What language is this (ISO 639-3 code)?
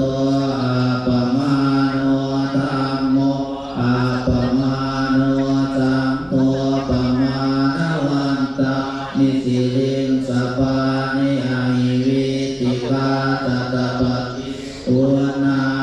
pli